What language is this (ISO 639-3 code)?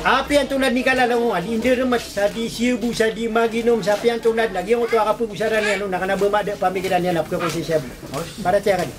mrw